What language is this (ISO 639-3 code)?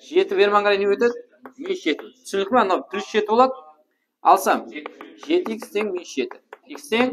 kaa